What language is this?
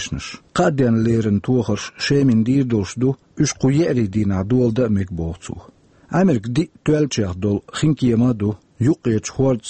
Chechen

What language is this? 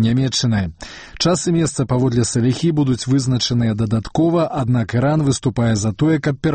Belarusian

